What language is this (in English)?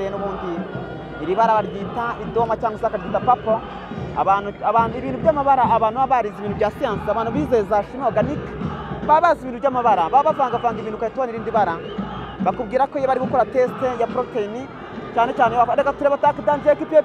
Kinyarwanda